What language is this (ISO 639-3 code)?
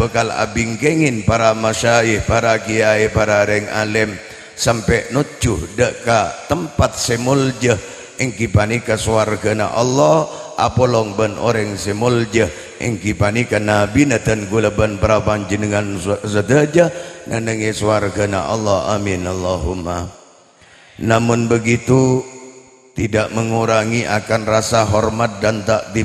mad